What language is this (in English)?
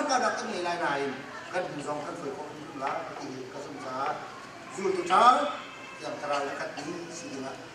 Hakha Chin